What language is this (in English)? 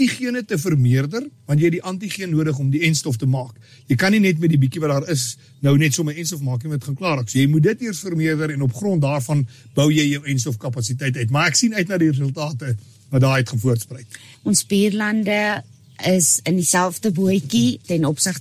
Afrikaans